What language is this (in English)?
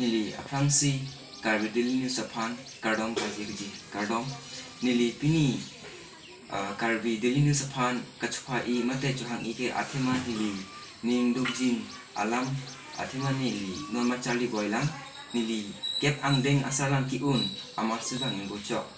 Karbi